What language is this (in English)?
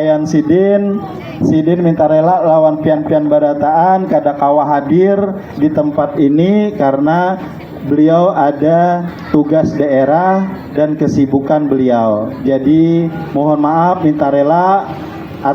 Banjar